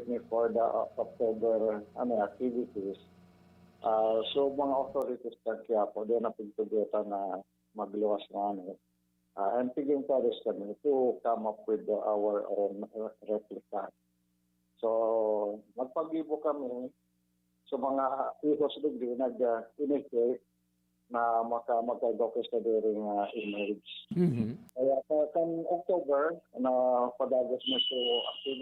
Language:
Bikol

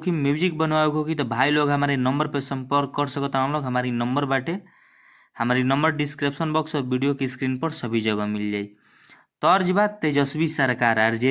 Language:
Bhojpuri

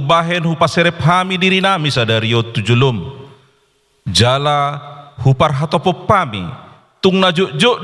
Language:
Batak Toba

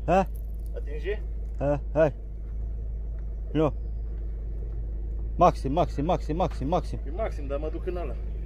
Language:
Romanian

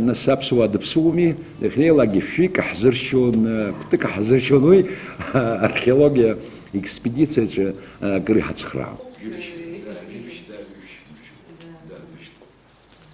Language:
Abkhazian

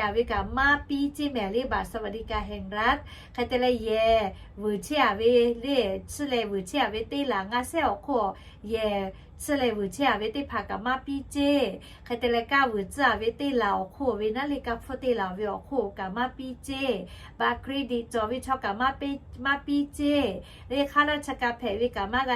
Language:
Lahu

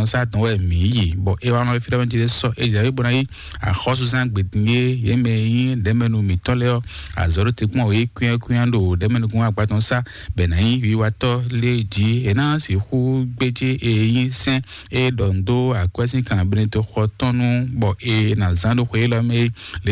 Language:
Fon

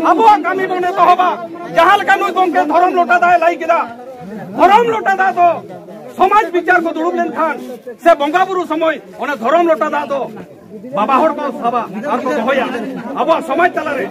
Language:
Santali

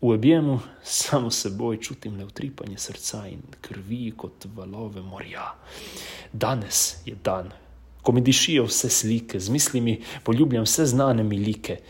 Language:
Slovenian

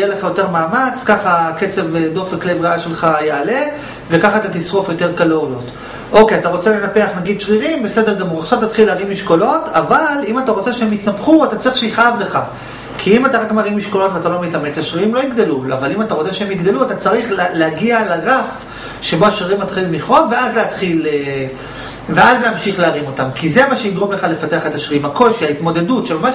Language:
Hebrew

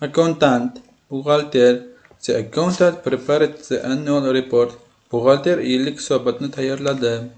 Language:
Uzbek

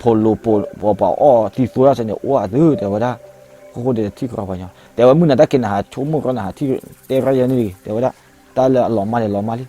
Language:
S'gaw Karen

